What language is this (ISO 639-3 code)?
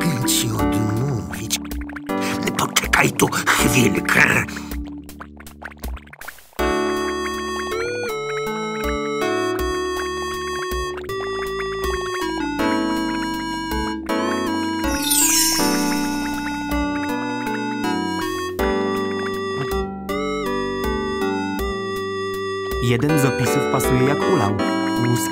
pol